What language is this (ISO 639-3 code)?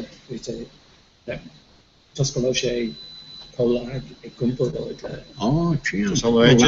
gle